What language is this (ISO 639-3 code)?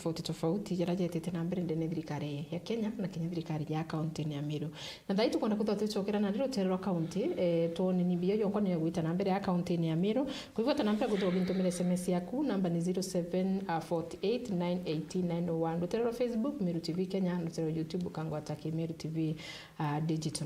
mer